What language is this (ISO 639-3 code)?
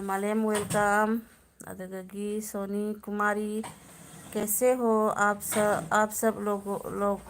mni